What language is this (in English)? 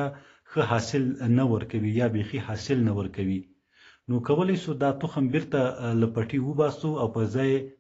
Pashto